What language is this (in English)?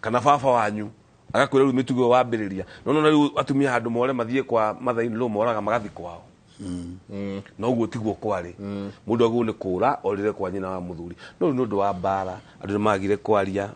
Kikuyu